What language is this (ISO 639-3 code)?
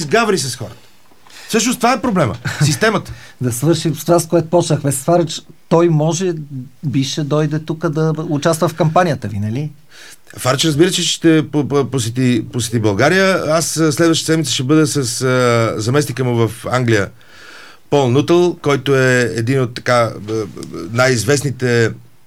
bul